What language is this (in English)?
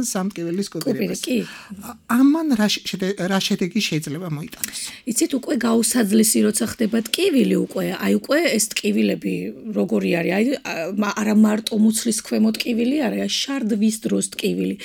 Georgian